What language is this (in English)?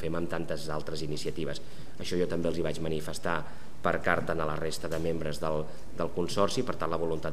Catalan